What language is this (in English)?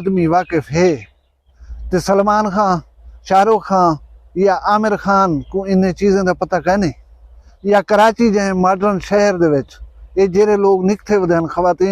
Saraiki